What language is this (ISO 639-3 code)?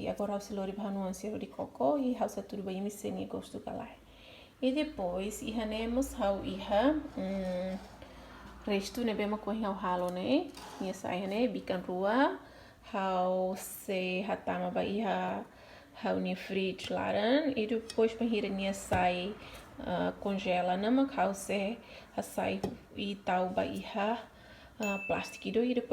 tet